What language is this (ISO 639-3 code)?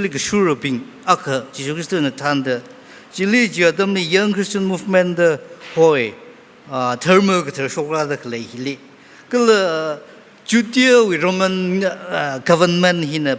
nmf